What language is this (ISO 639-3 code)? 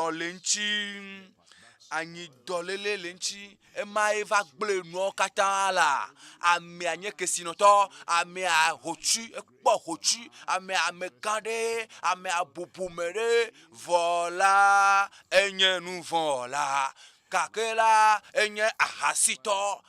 ewe